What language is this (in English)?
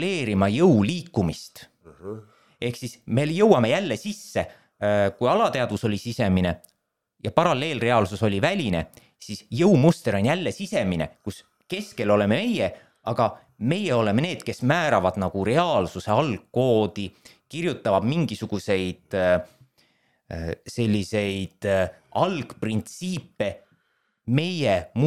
Estonian